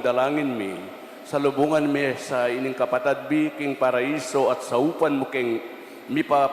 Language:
Pampanga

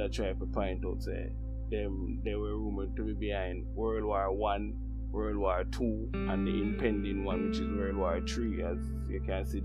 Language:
Jamaican Creole English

